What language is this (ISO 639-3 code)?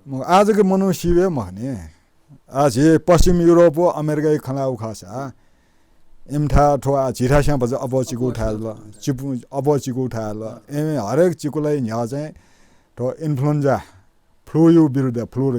new